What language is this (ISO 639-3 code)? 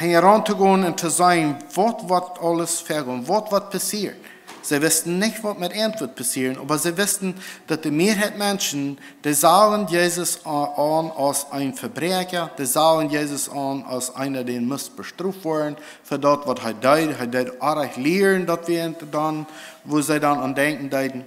pdt